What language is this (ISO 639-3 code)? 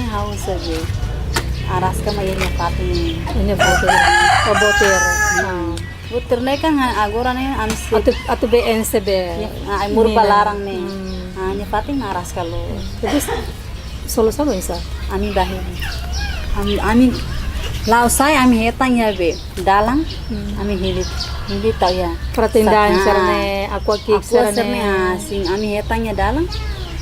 tet